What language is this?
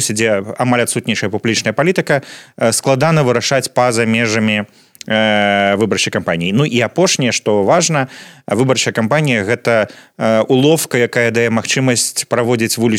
Belarusian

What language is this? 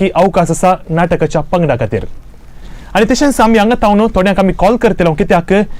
Konkani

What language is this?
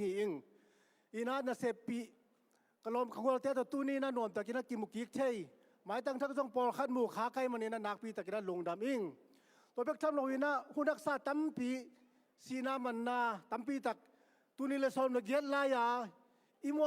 Tedim Chin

